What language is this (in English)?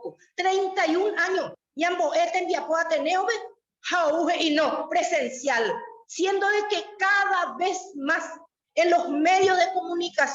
Guarani